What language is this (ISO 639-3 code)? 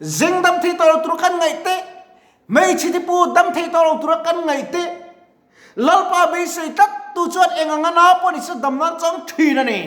lus